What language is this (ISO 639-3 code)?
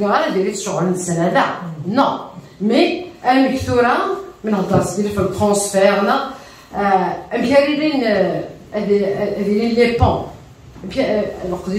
kab